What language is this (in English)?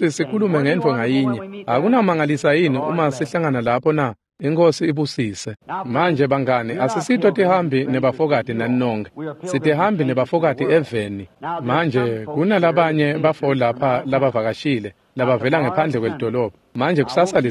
Swati